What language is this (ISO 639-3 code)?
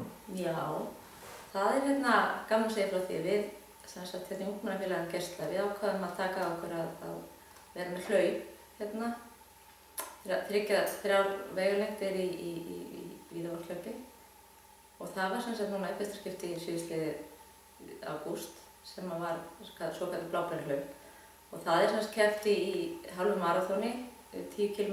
isl